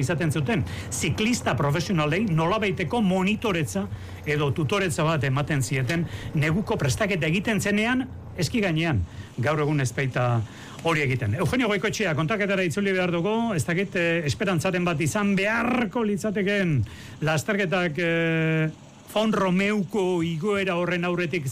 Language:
Basque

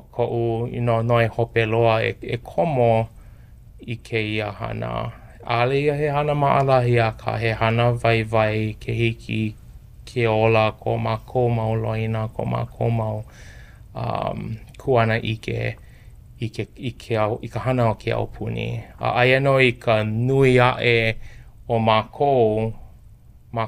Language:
Hawaiian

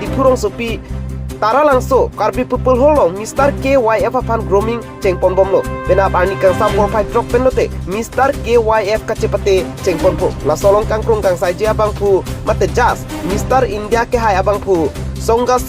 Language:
Karbi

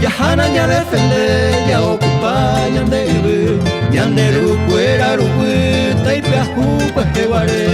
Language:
Guarani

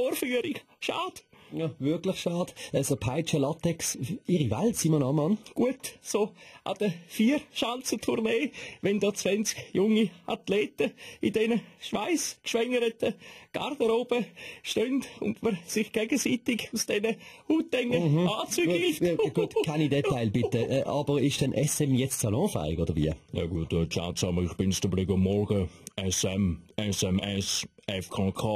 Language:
Swiss German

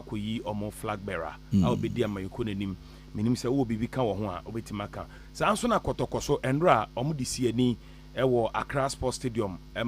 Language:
Akan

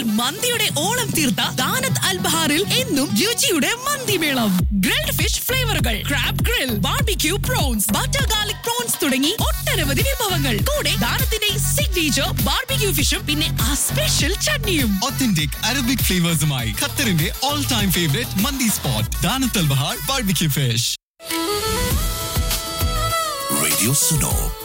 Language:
Malayalam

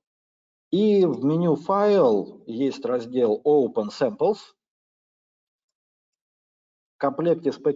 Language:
Russian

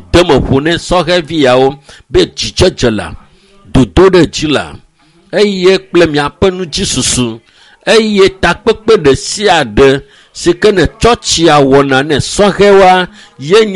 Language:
Ewe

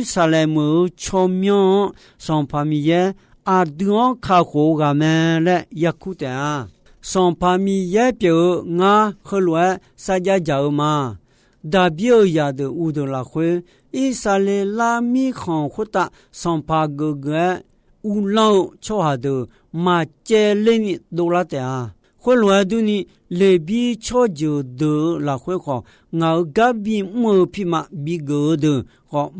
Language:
Akha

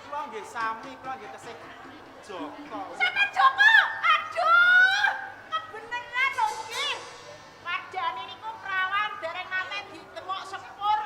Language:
Javanese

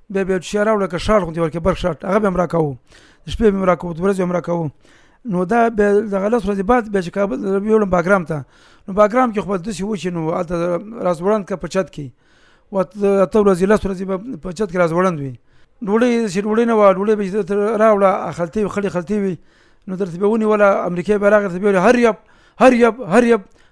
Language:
Pashto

